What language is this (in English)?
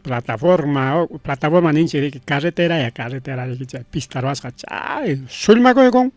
Ayacucho Quechua